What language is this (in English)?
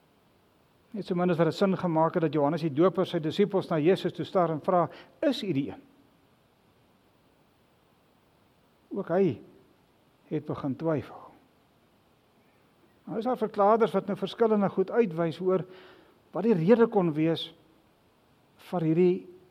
Afrikaans